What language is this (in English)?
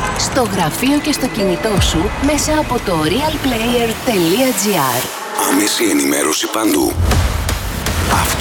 Greek